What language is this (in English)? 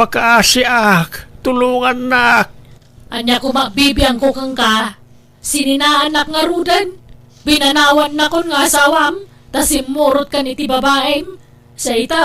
Iloko